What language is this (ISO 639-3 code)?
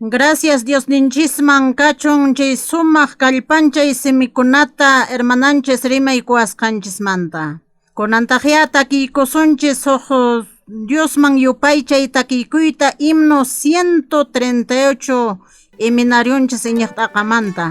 que